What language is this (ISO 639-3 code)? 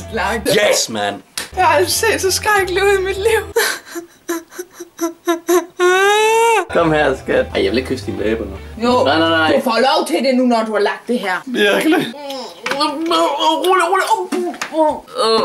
dan